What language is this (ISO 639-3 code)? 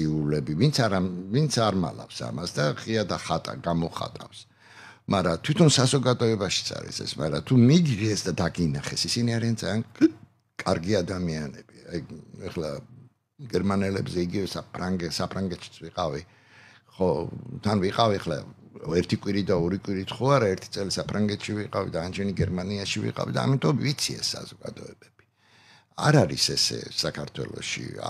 kat